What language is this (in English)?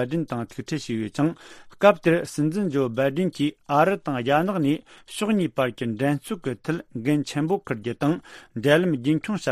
Tibetan